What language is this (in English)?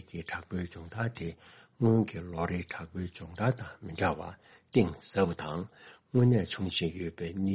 Tibetan